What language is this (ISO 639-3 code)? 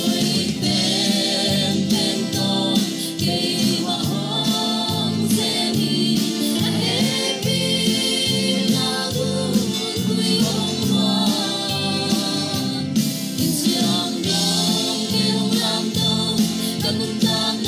ctd